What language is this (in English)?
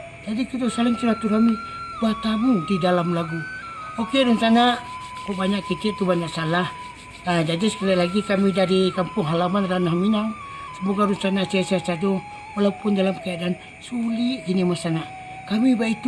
Minangkabau